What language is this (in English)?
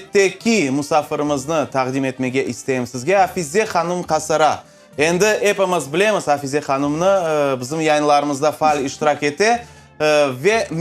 Crimean Tatar